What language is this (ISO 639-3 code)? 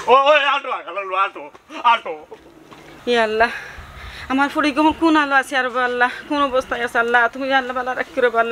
syl